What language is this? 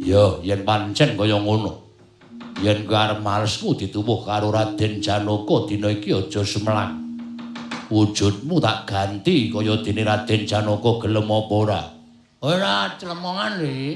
Javanese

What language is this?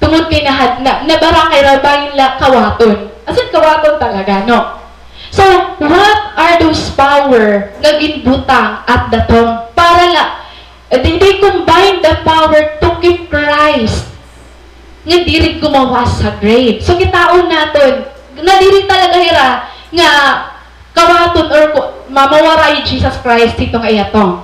Waray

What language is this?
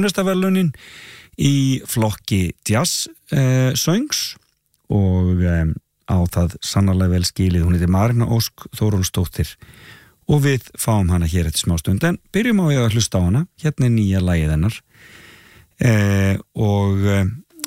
Icelandic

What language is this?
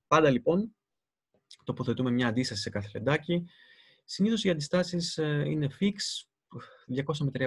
Greek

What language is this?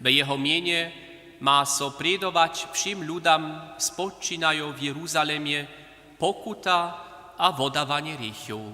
Upper Sorbian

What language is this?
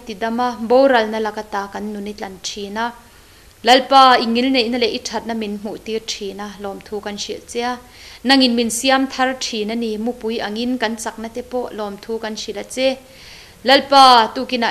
Mizo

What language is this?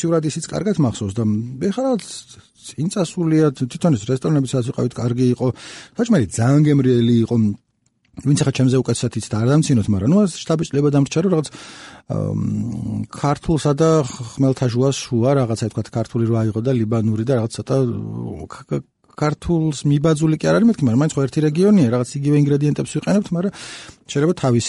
Georgian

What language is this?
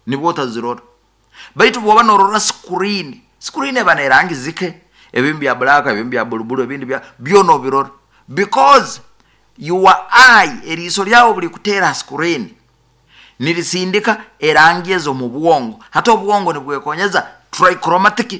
Nyoro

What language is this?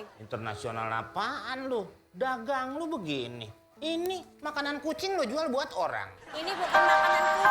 Betawi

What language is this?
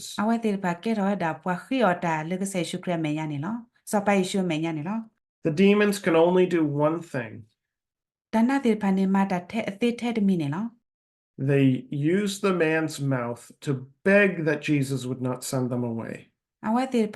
S'gaw Karen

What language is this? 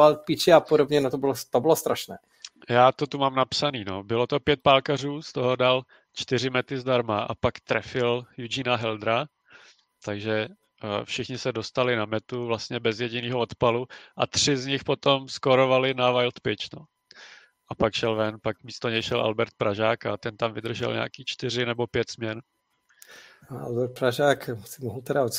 Czech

